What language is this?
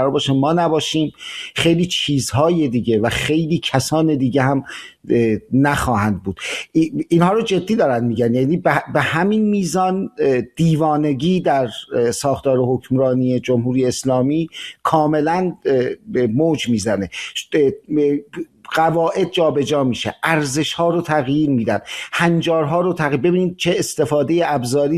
Persian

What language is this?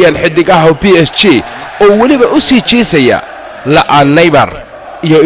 Somali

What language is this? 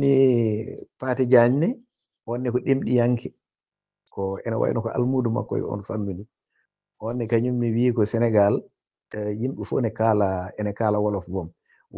Fula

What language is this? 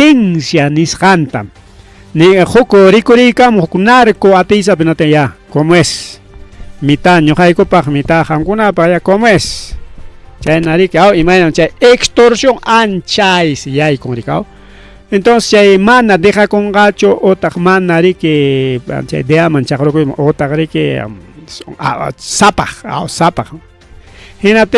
Ayacucho Quechua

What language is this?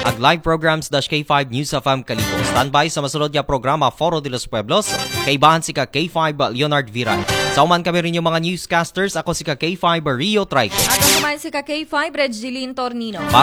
Aklanon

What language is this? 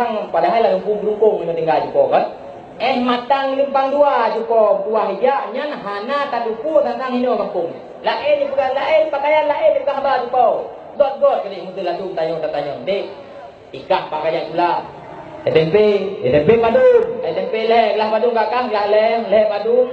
Achinese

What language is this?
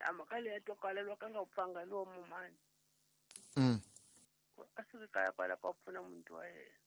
Tsonga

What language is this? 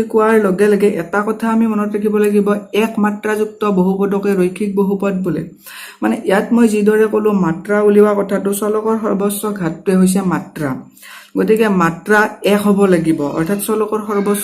Assamese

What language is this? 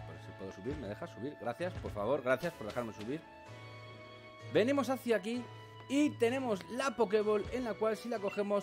Spanish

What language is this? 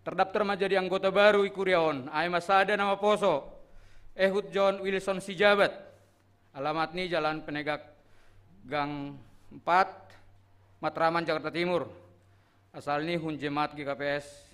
Batak Simalungun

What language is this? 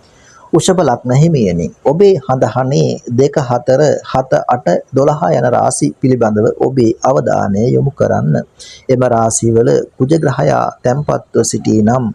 Sinhala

